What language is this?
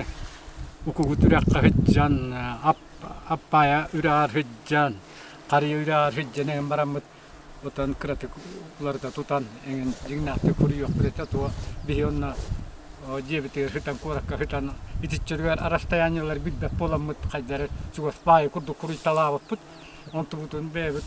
Yakut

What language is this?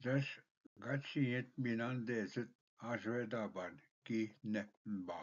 Ojibwa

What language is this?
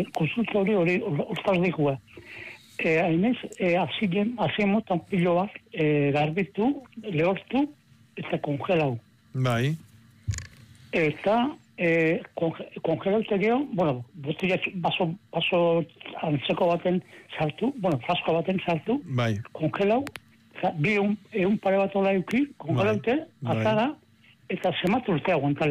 Basque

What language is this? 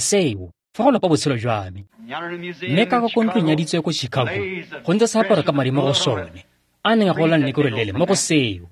Tswana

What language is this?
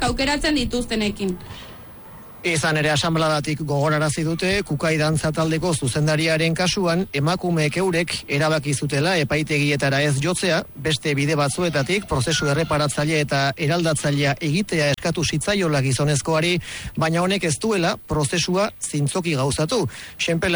Basque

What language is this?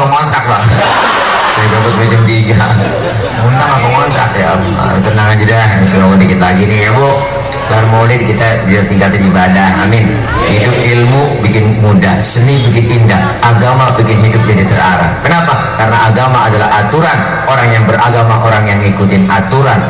Betawi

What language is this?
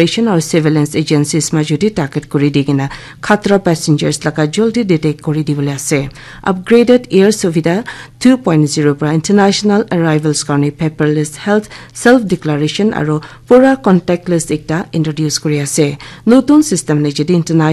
Naga Pidgin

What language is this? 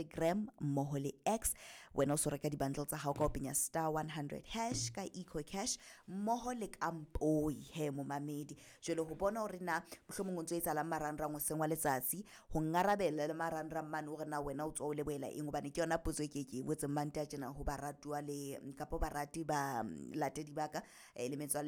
Southern Sotho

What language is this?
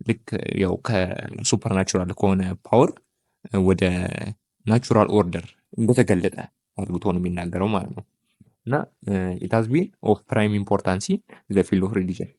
Amharic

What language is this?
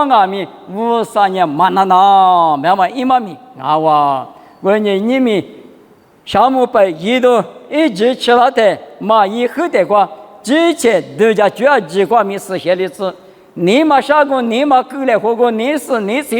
Lisu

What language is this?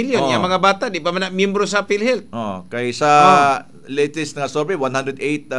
Cebuano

